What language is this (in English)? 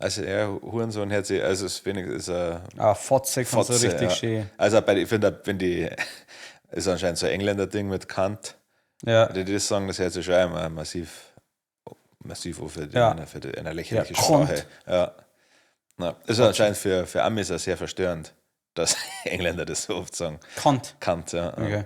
Bavarian